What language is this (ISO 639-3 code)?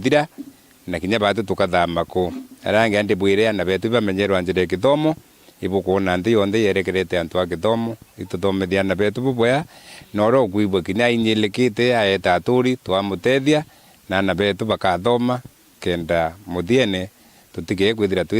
mer